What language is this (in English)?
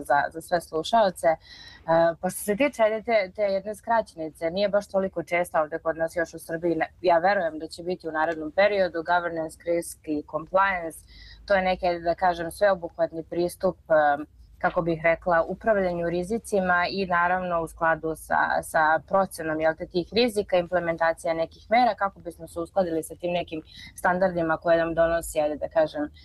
Serbian